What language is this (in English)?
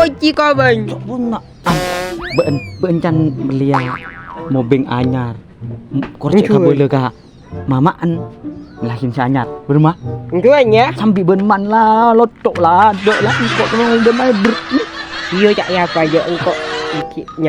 Madurese